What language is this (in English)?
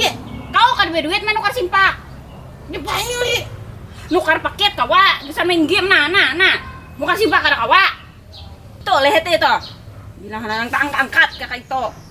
Banjar